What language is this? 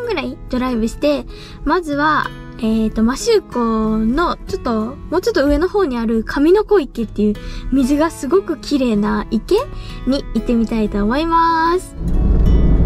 Japanese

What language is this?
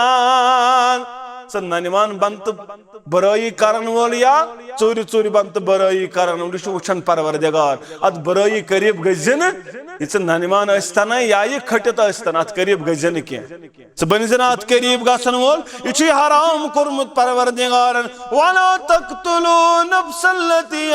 Kashmiri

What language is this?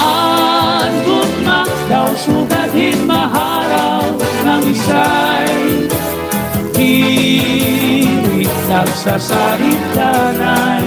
Waray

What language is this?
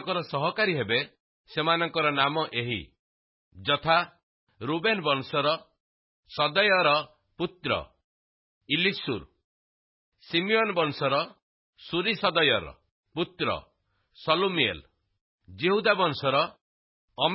Odia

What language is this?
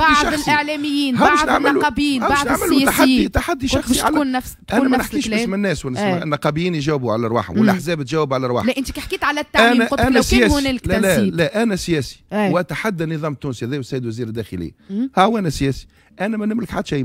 Tunisian Arabic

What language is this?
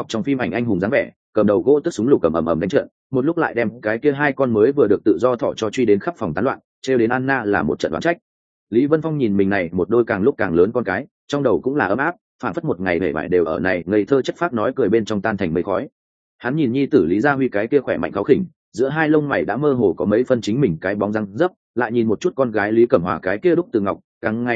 Vietnamese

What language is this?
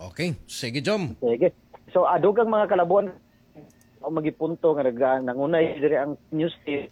Cebuano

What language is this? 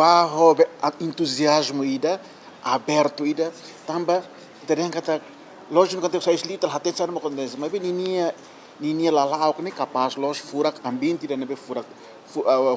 Tetum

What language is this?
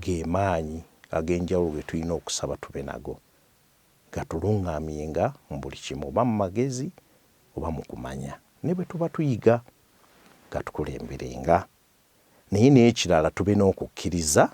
Ganda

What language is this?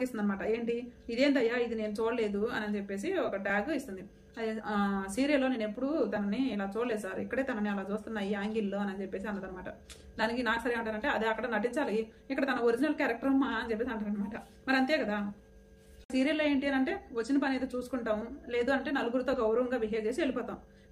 Telugu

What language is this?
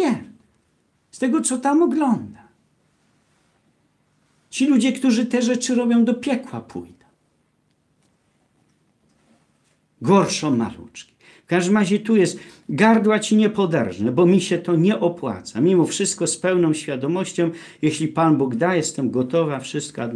Polish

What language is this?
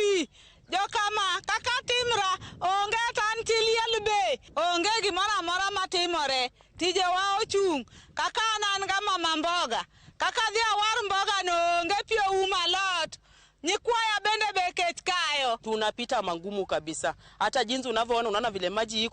Luo (Kenya and Tanzania)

